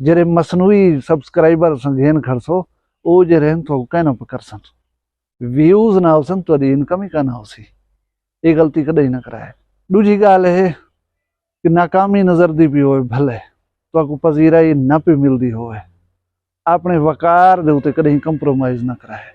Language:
Saraiki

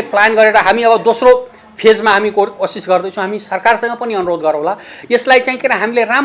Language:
Nepali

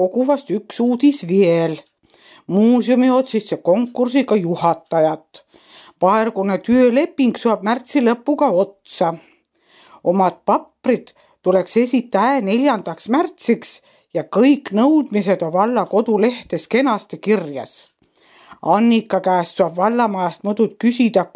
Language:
Estonian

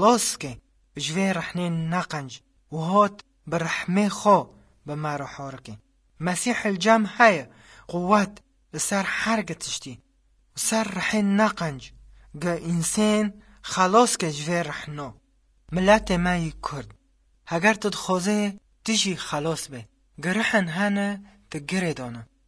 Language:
Kurdish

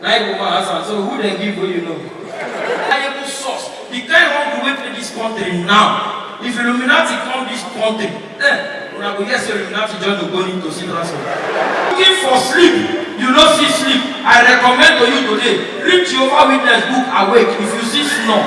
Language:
Nigerian Pidgin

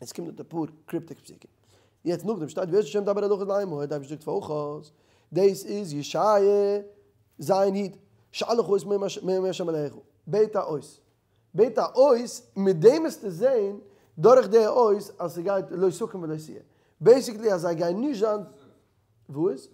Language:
Yiddish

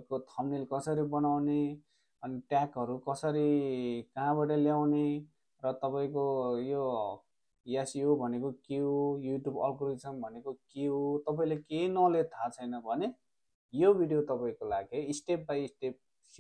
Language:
Nepali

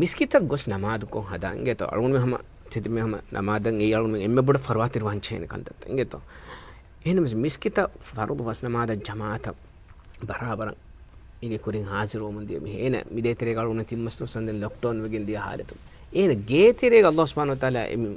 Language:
Divehi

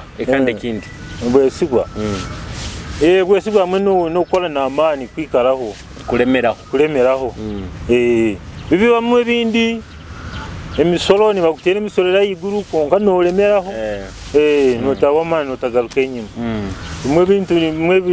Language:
Nyoro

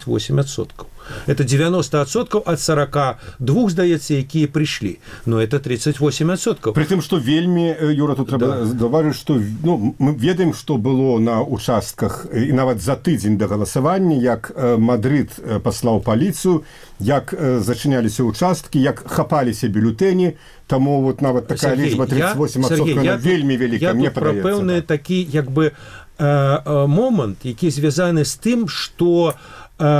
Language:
Belarusian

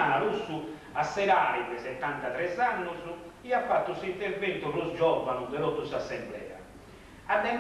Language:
Sardinian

